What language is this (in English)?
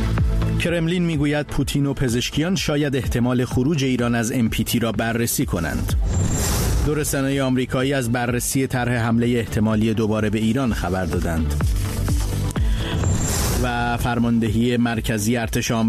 Persian